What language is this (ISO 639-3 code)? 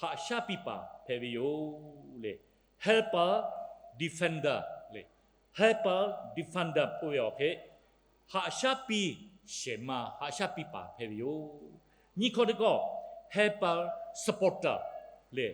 lhu